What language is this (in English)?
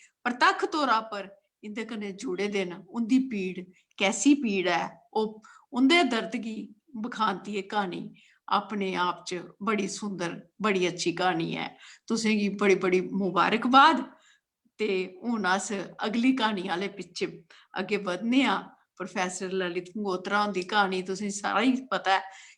Dogri